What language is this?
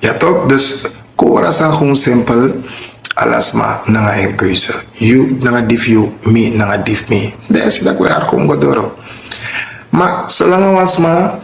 Sranan Tongo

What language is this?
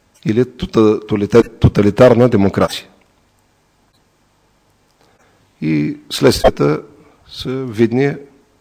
Bulgarian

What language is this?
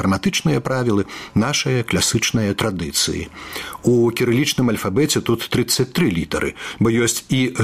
Belarusian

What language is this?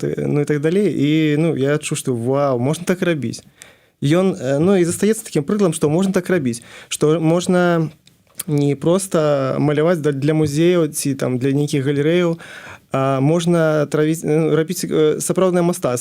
Belarusian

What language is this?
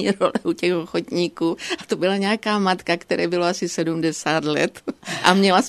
Czech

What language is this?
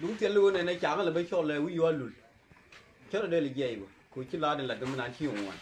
Nuer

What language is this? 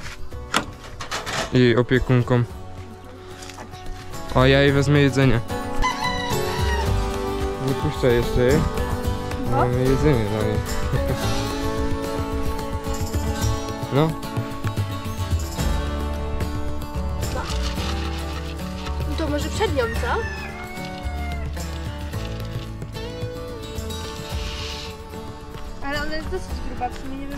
Polish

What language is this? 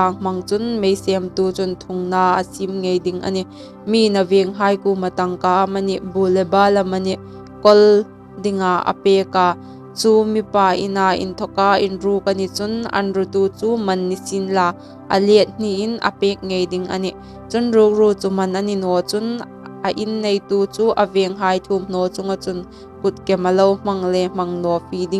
Hmar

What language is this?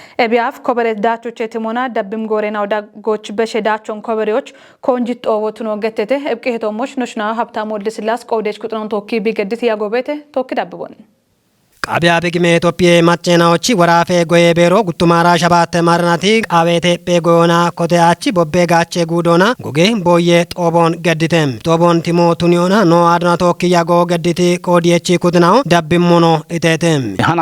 Kafa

